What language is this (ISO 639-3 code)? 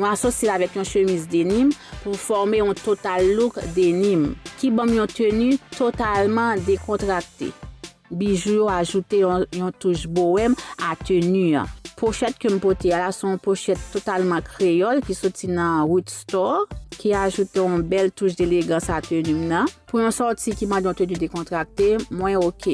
hat